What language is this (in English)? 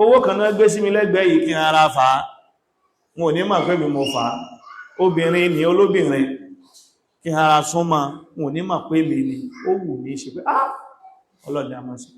Yoruba